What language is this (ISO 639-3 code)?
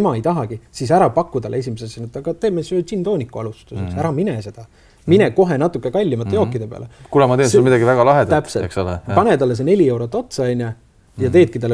est